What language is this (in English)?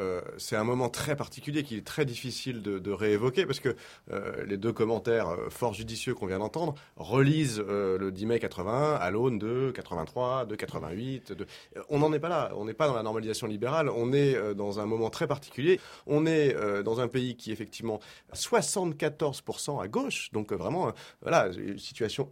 French